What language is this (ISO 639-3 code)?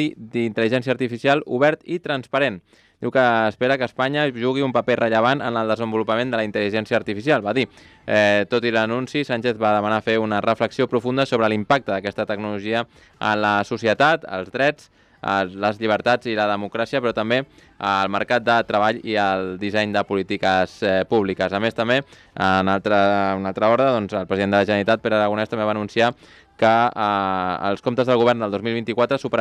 cat